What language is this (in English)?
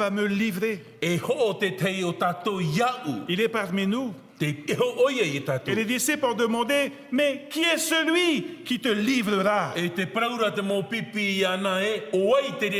Tahitian